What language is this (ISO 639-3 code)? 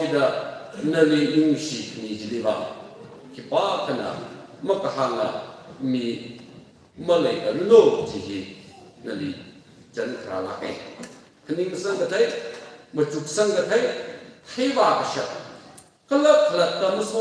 nmf